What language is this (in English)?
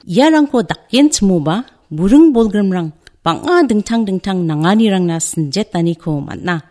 Garo